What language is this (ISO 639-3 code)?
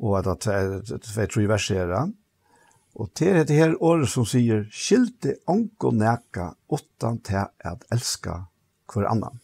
fao